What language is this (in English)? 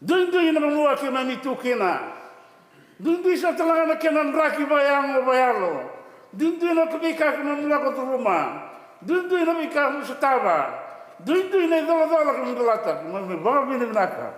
Fijian